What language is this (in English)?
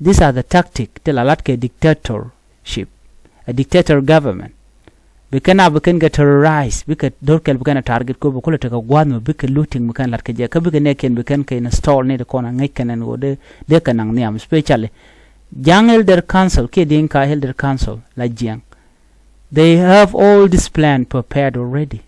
Nuer